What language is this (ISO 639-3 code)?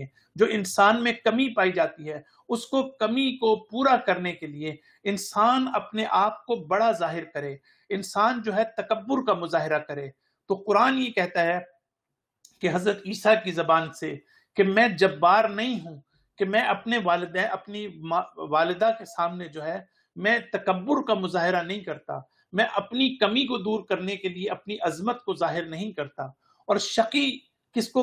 urd